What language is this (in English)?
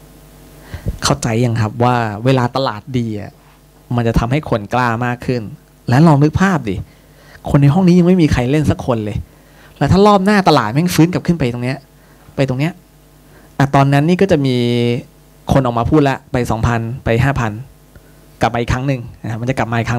Thai